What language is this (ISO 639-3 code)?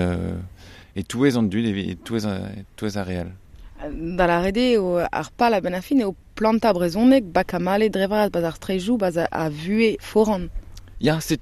bre